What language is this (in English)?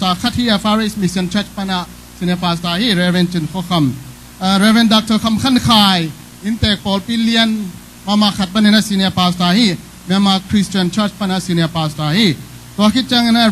Tedim Chin